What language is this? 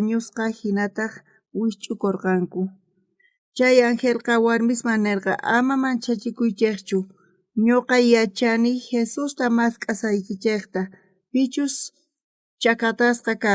South Bolivian Quechua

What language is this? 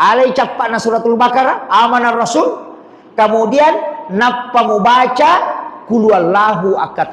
Buginese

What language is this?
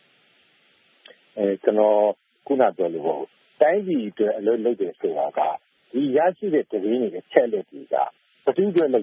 Burmese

